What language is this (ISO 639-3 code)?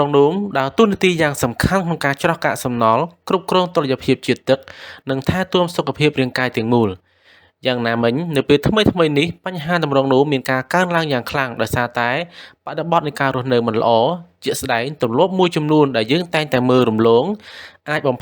khm